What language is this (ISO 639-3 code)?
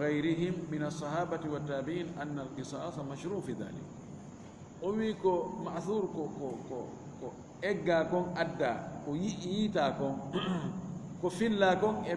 ful